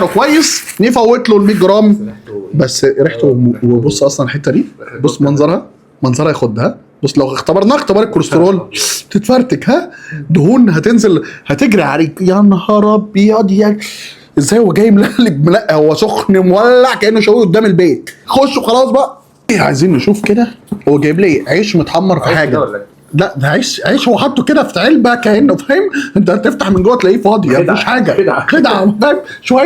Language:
Egyptian Arabic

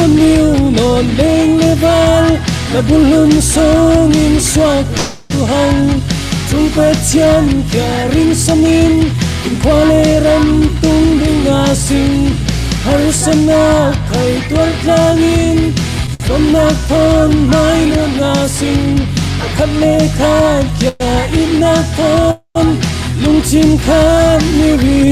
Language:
Falam Chin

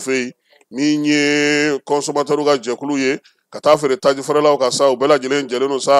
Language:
Bambara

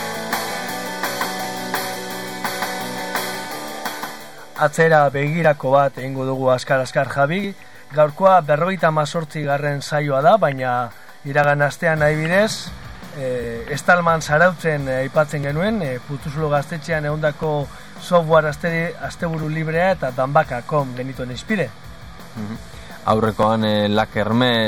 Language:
Basque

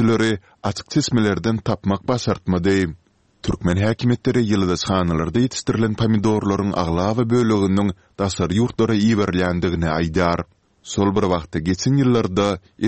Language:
Turkmen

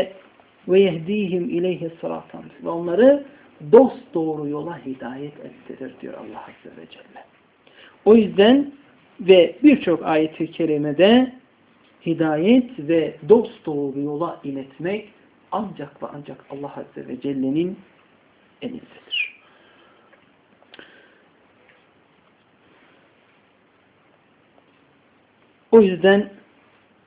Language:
Turkish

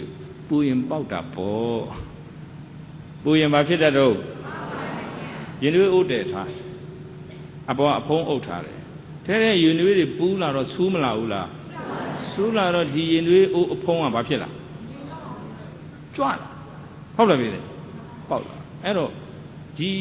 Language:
Burmese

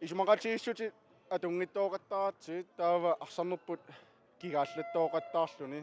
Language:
Kalaallisut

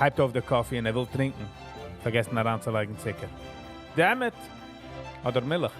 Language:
Yiddish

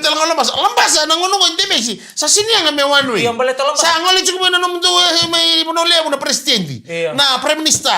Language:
Fijian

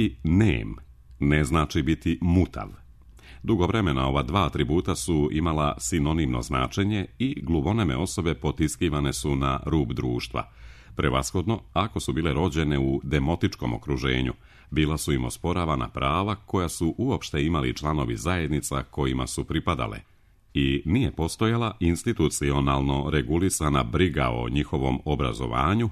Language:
Serbian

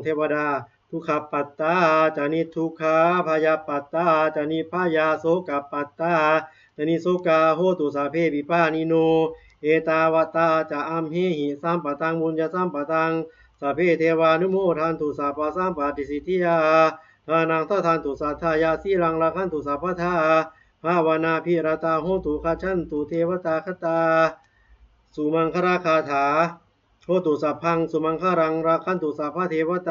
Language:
Pali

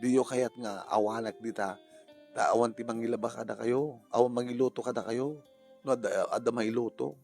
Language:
Iloko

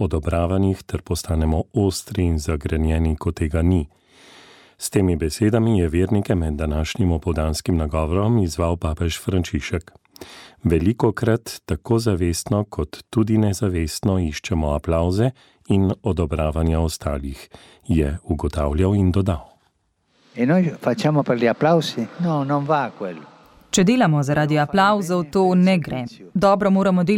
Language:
Slovenian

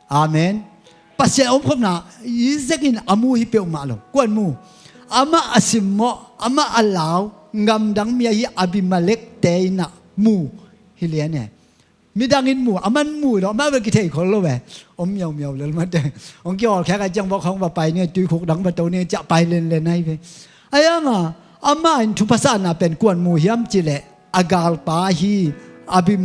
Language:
Tedim Chin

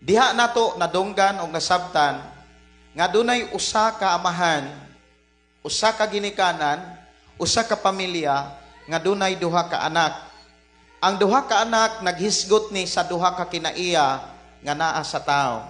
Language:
Cebuano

